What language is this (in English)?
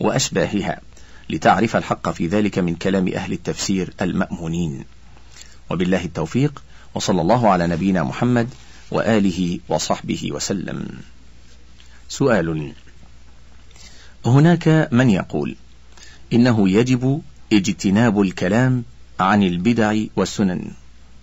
Arabic